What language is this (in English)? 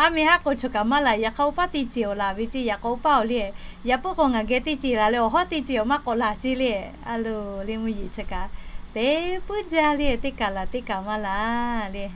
Lahu